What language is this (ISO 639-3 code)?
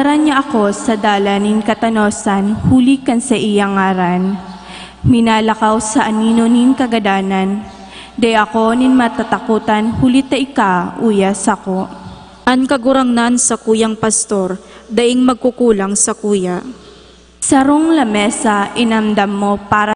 bik